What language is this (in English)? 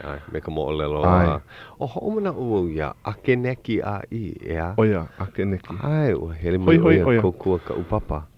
Hawaiian